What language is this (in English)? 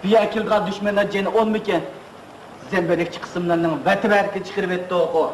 Uyghur